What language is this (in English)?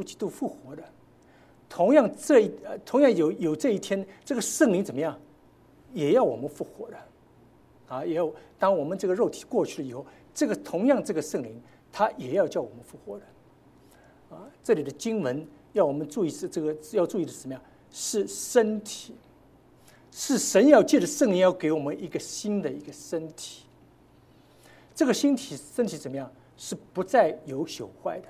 Chinese